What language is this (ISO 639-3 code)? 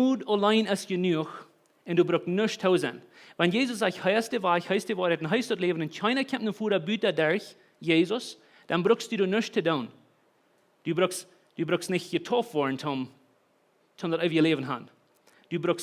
pdt